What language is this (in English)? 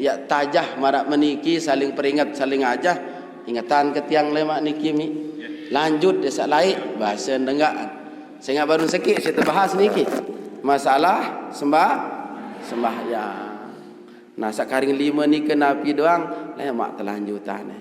Sasak